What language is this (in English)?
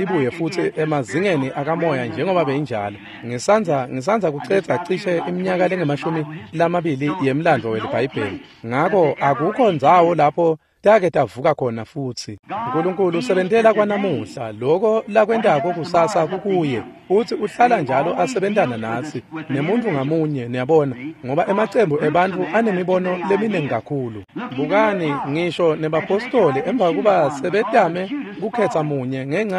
Swati